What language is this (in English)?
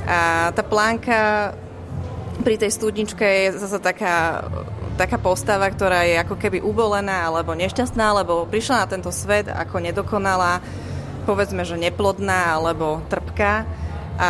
Slovak